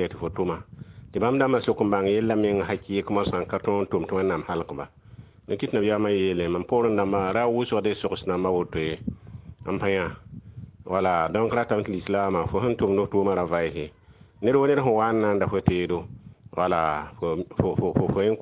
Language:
Mossi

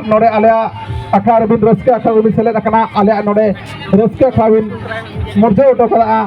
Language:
Santali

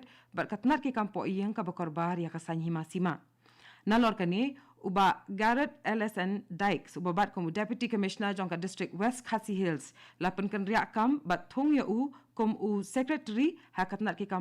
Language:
Khasi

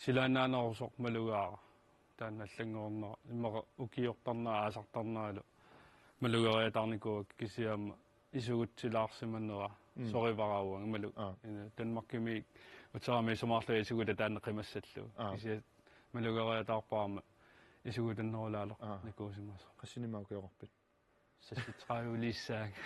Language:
Kalaallisut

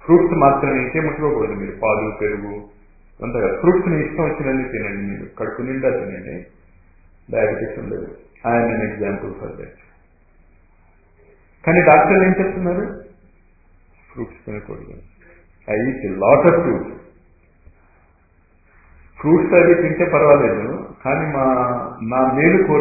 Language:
Telugu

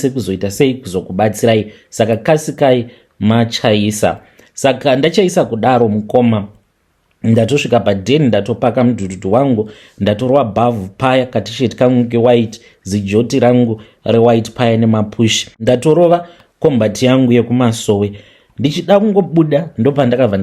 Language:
Shona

